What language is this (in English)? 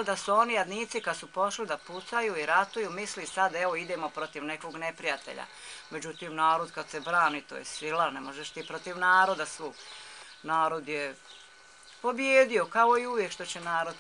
Bosnian